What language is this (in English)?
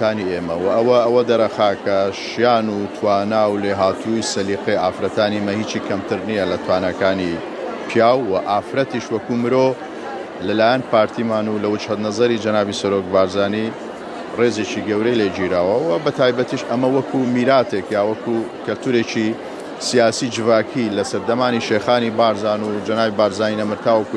Central Kurdish